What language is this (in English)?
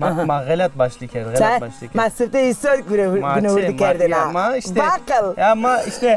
Zaza